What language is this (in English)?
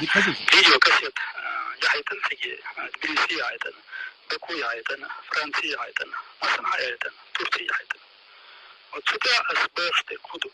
Chechen